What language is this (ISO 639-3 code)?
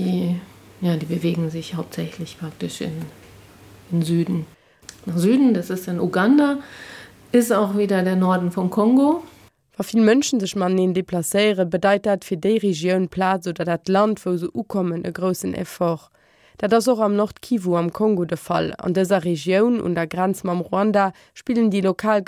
ltz